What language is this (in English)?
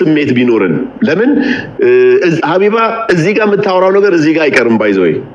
Amharic